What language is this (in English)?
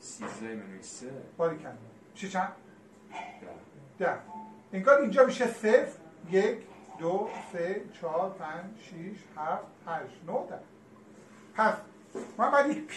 Persian